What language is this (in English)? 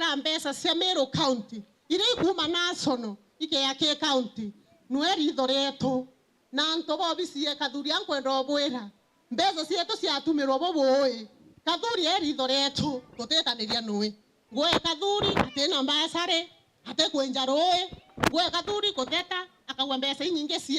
Meru